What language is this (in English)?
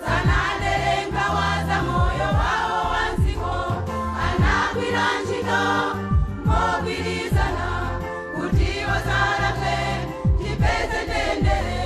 Nyanja